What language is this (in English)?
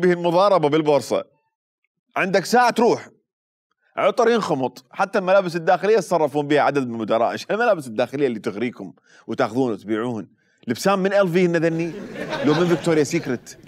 Mesopotamian Arabic